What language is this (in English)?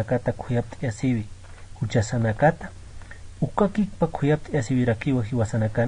Aymara